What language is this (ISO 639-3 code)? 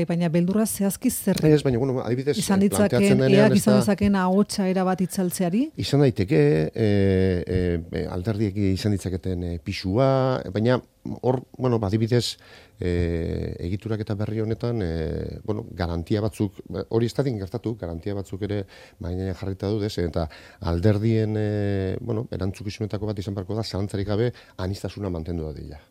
eus